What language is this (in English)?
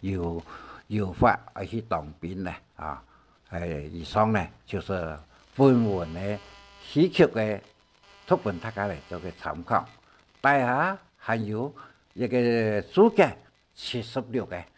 Hakka Chinese